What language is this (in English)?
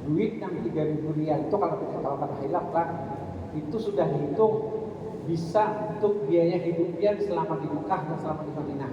Banjar